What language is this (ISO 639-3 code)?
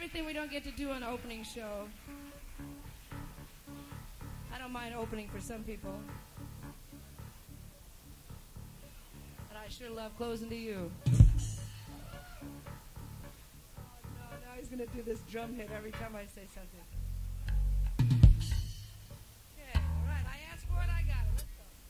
eng